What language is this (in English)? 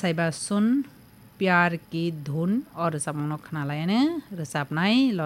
Kok Borok